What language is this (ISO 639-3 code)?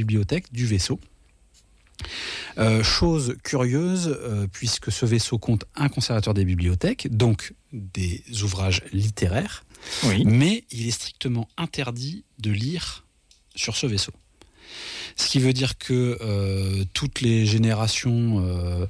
fra